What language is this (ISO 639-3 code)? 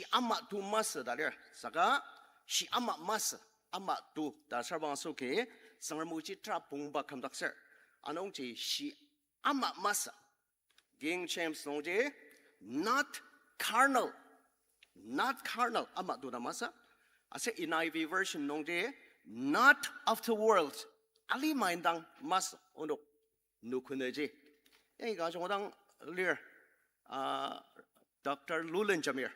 njo